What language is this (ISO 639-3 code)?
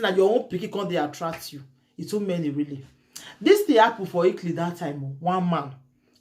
pcm